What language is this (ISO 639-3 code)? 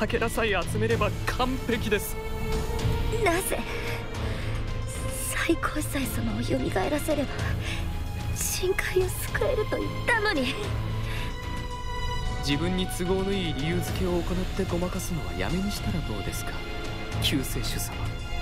jpn